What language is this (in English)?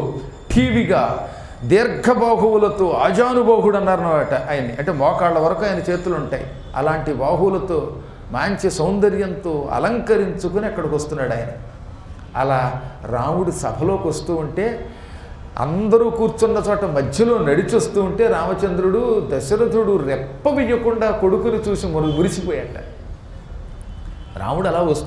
Telugu